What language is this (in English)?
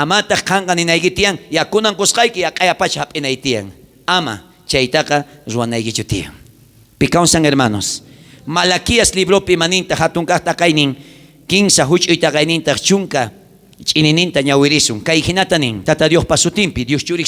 South Bolivian Quechua